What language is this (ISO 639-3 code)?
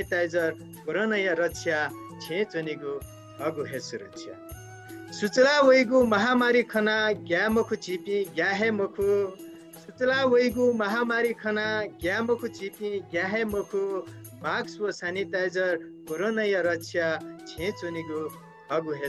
new